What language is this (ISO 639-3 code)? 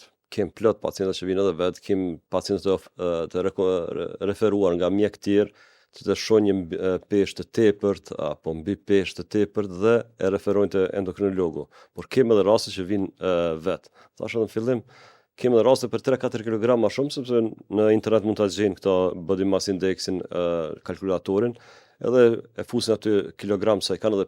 sqi